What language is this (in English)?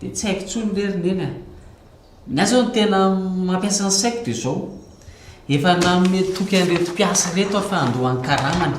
Malagasy